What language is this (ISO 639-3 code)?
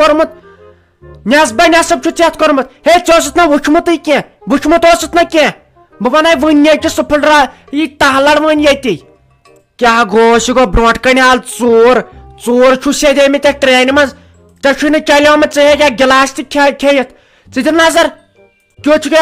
kas